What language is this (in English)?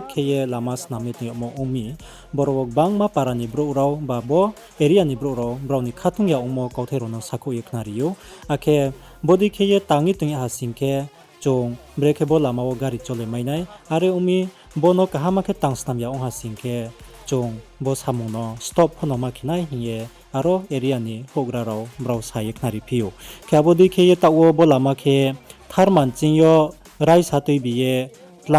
Riang (India)